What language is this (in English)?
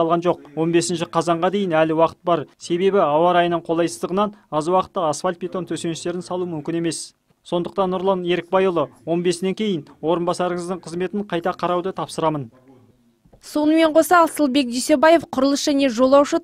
Kazakh